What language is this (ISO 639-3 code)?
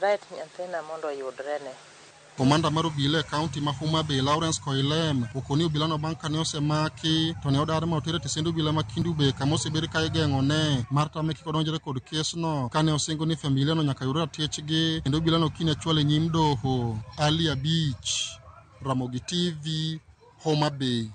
luo